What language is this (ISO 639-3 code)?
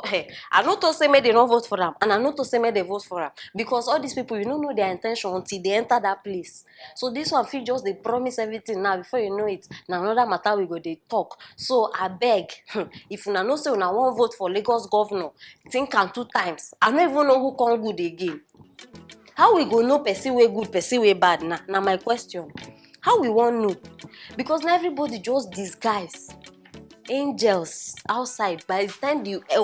pcm